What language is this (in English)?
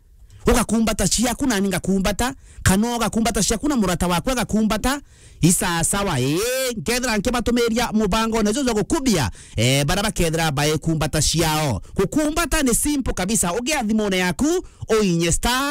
Meru